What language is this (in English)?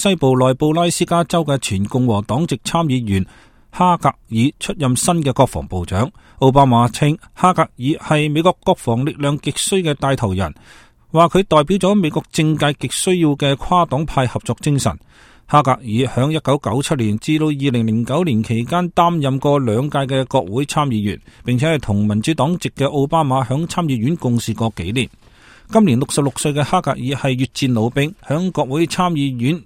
Cantonese